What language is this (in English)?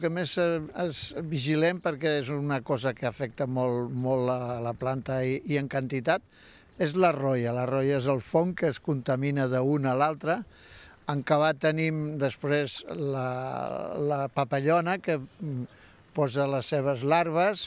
Catalan